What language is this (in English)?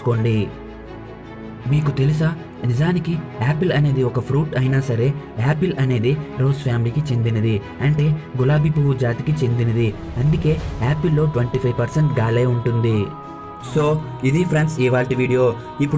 Telugu